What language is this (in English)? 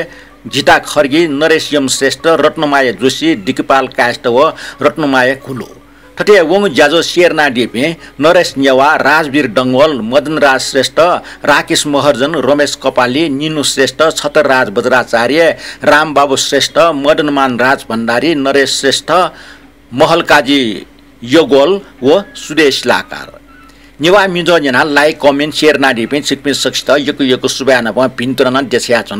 Newari